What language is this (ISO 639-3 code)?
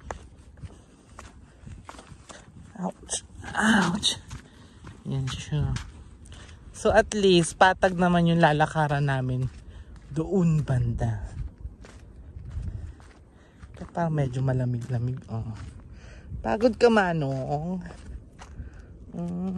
fil